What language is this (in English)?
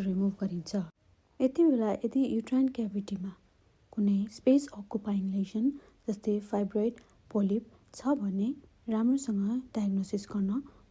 Nepali